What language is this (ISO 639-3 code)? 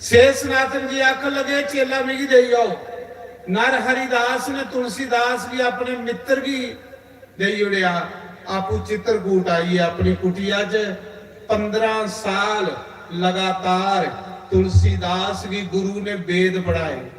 doi